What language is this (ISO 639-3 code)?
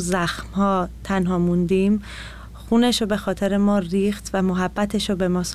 fas